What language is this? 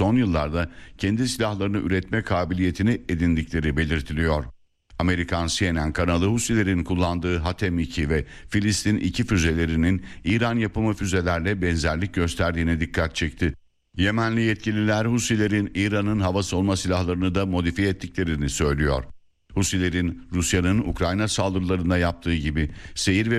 Turkish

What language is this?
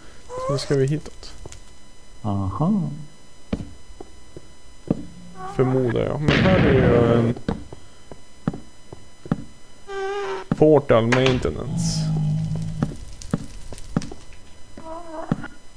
Swedish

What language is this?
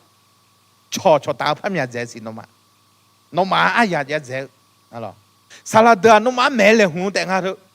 Akha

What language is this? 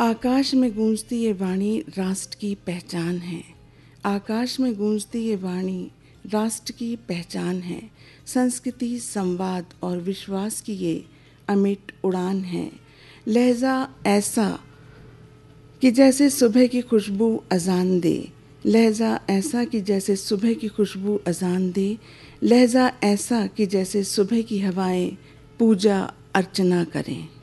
Hindi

